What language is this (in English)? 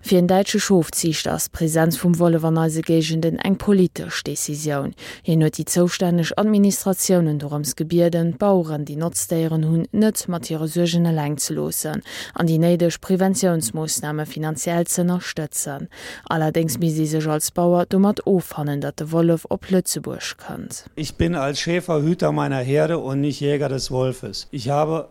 Luxembourgish